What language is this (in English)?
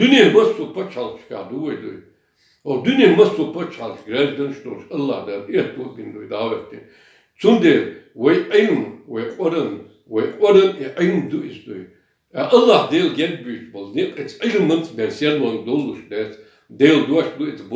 Chechen